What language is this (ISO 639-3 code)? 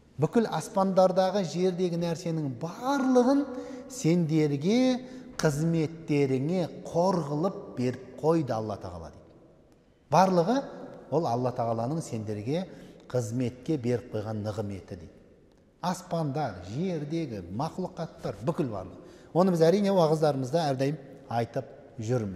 kaz